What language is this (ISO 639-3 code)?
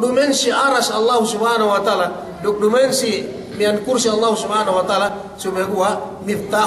yka